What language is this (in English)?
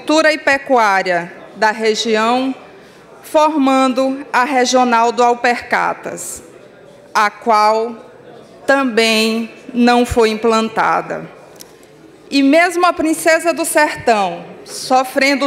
Portuguese